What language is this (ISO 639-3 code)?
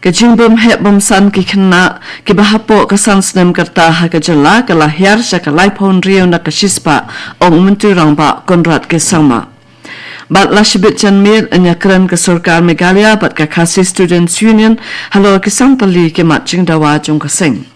kha